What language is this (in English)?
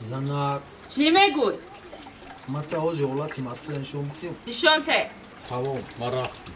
Tajik